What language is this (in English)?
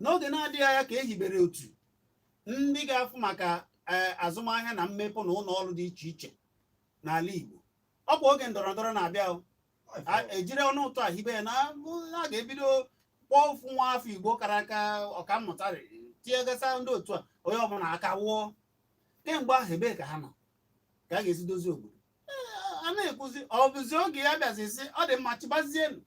Igbo